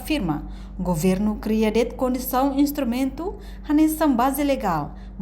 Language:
Tetum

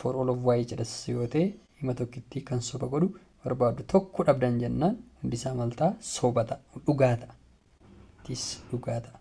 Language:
Oromo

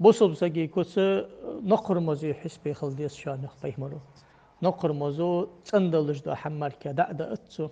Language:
Ingush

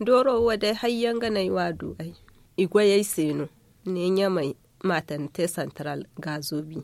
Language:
Zarma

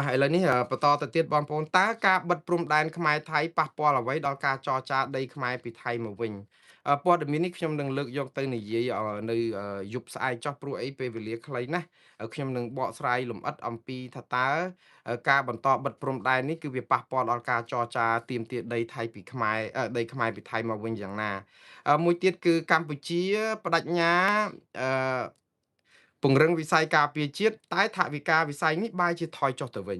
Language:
Khmer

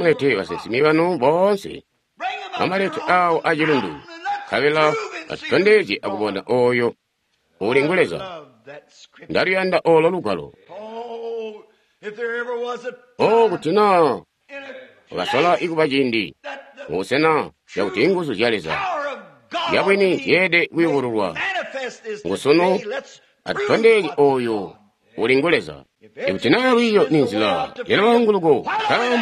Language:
Tonga (Zambia)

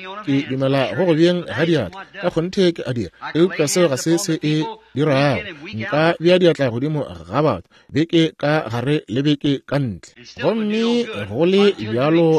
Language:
Northern Sotho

